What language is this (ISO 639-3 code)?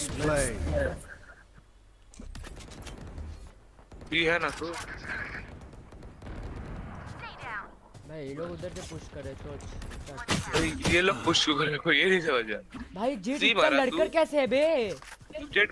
hin